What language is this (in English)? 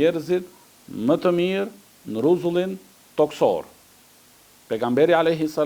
Albanian